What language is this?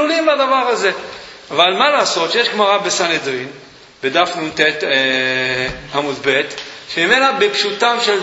Hebrew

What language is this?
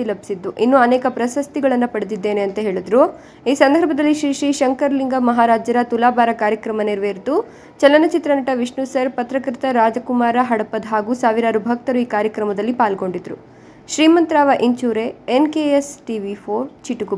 Kannada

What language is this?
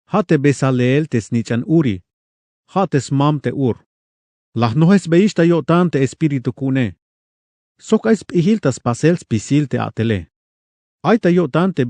Tzeltal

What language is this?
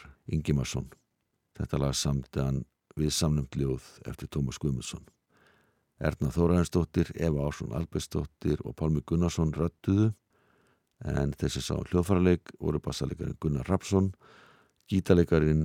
Icelandic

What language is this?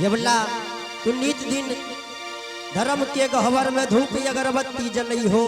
Angika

